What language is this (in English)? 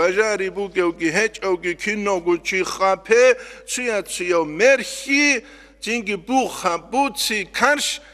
Avaric